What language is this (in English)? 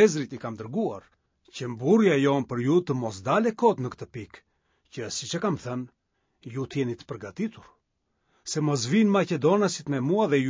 Albanian